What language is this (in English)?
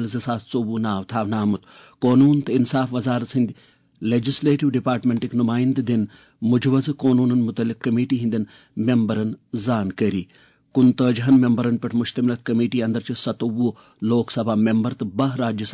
Kashmiri